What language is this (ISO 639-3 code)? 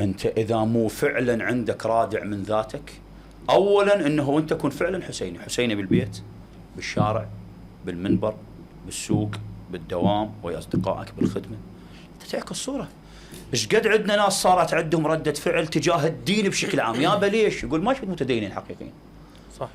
acm